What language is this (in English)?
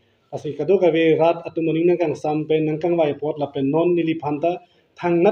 Karbi